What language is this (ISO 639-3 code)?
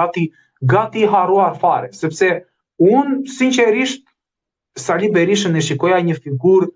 sqi